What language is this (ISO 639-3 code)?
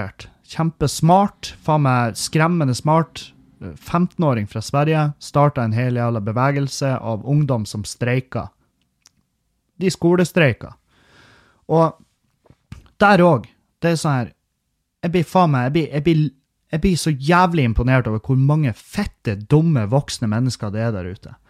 nor